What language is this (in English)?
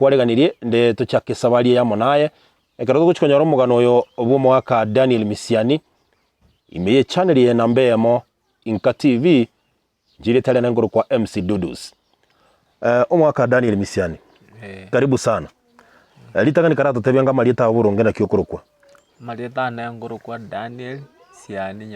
Gusii